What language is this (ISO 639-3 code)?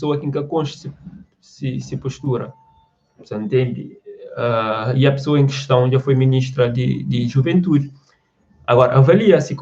kea